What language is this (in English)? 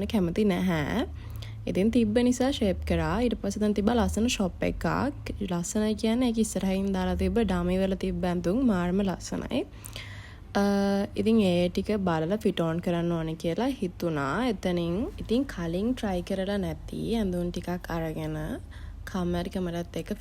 Sinhala